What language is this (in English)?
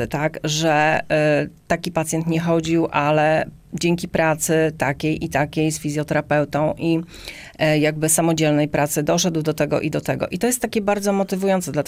Polish